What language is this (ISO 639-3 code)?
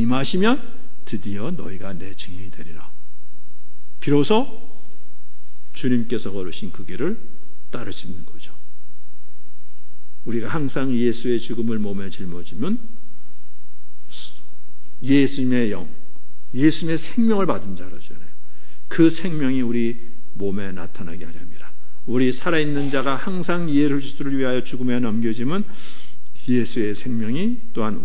kor